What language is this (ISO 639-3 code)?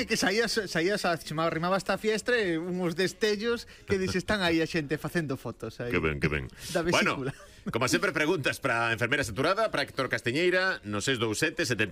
glg